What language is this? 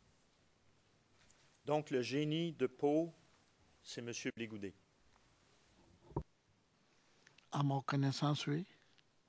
French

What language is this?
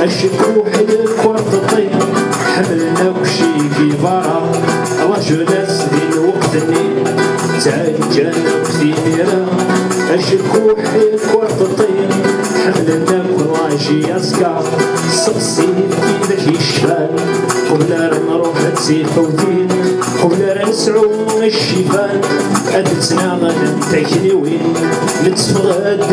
Kabyle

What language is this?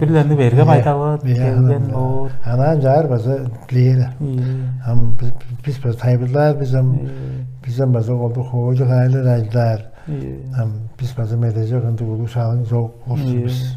Tuvinian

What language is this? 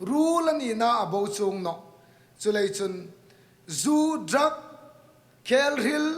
Hmar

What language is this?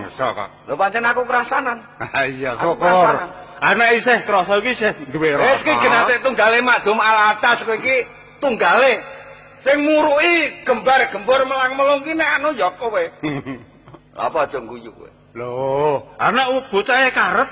Javanese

